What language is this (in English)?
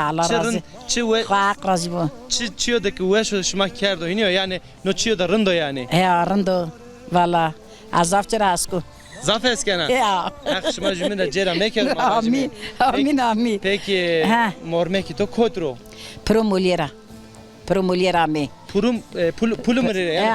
Zaza